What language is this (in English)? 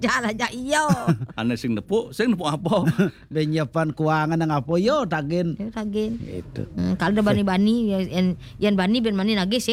Balinese